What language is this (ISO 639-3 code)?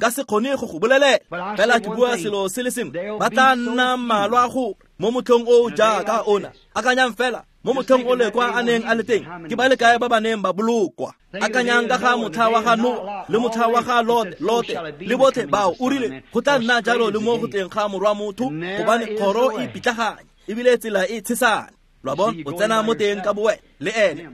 tsn